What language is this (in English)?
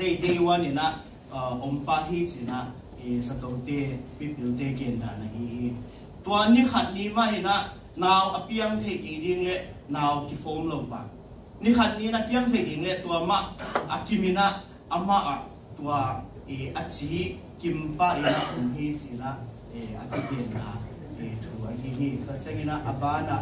Tedim Chin